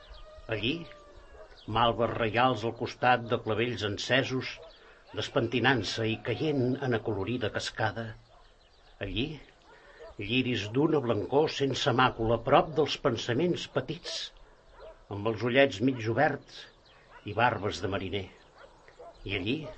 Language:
Catalan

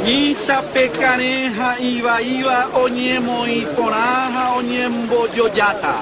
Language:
Guarani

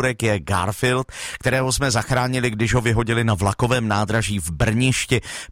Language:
Czech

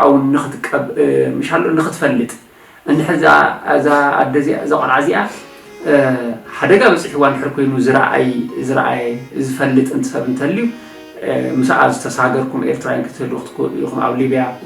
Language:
Tigrinya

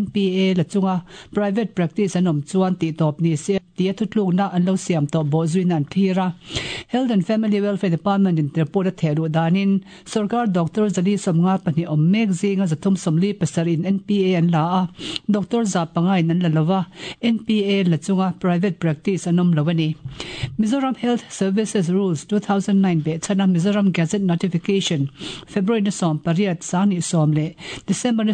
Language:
Mizo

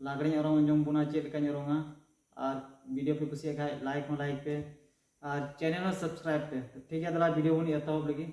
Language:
Santali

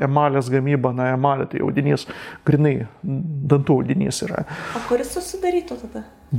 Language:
Lithuanian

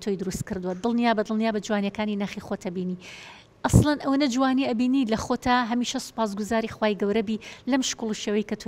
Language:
Central Kurdish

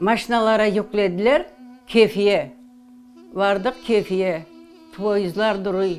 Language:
Crimean Tatar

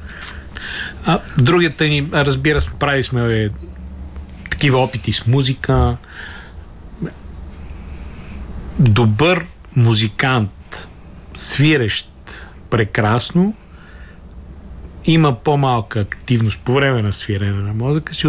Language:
Bulgarian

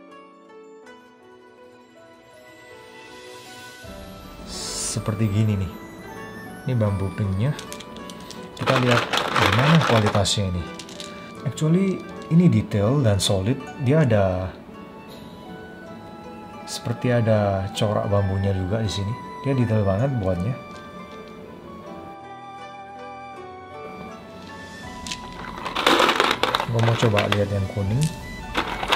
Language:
Indonesian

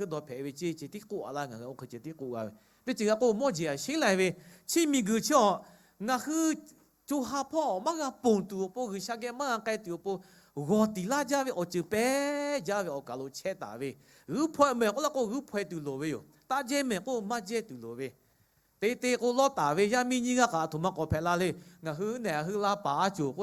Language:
Lahu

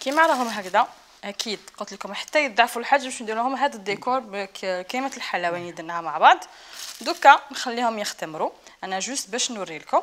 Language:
Algerian Arabic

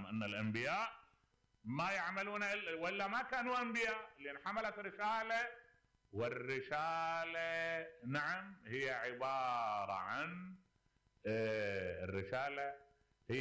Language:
Mesopotamian Arabic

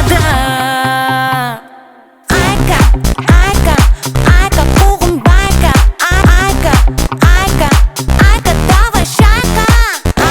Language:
Kazakh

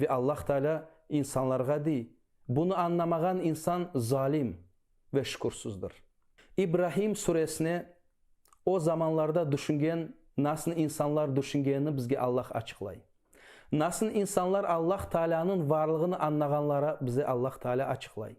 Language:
Crimean Tatar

